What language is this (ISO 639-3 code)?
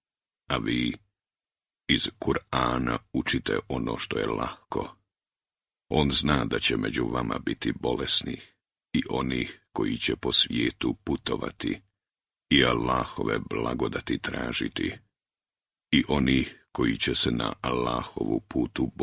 bos